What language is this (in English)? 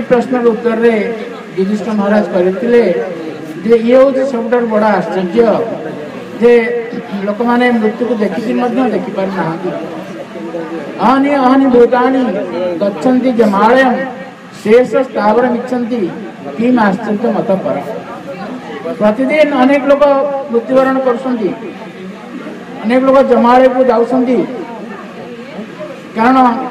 Odia